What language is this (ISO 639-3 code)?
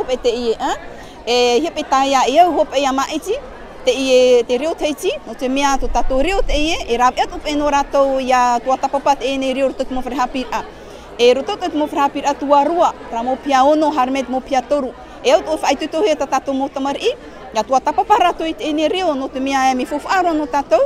tah